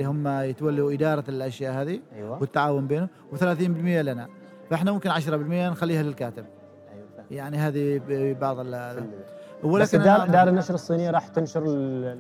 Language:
Gulf Arabic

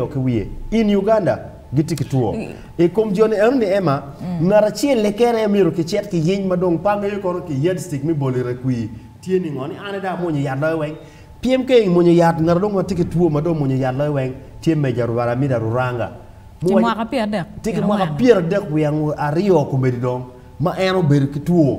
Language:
Acoli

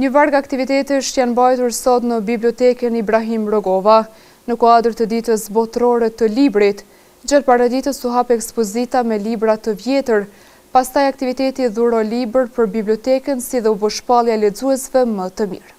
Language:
Albanian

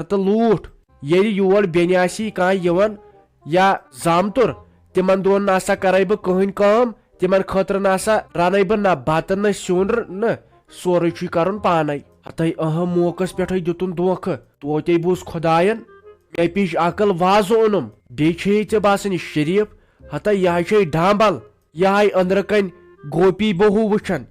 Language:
Kashmiri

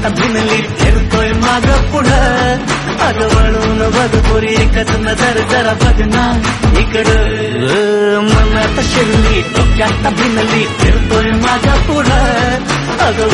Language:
Marathi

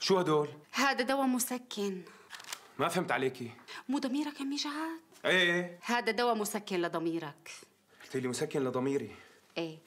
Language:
North Levantine Arabic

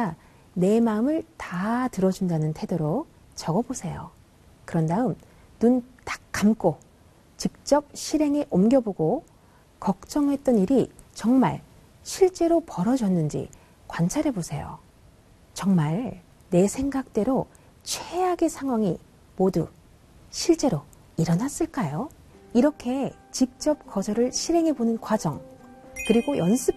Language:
Korean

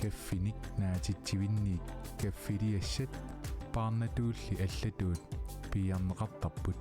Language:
Kalaallisut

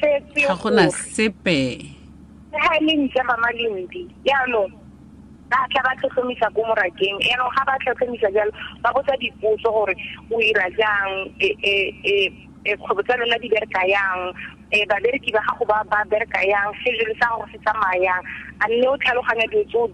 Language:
Tswana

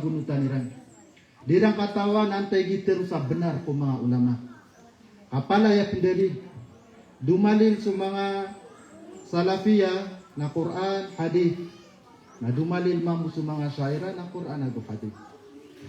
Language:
Maranao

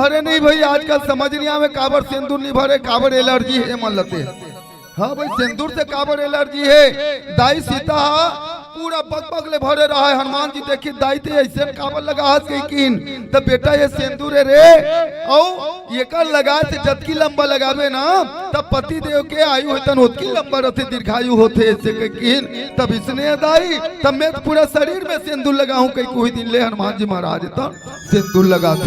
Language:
Chhattisgarhi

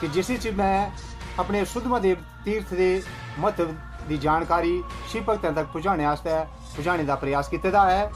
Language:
Dogri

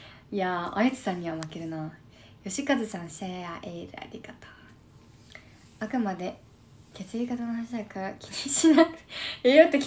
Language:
Japanese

